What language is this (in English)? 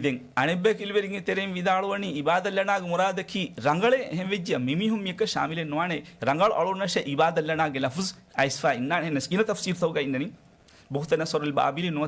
Divehi